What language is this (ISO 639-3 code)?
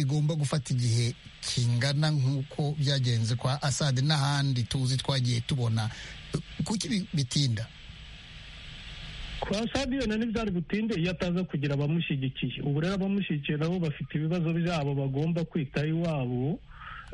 kin